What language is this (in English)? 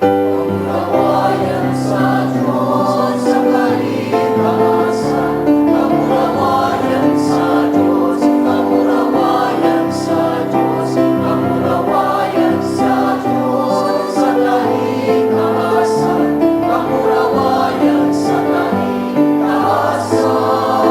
Bikol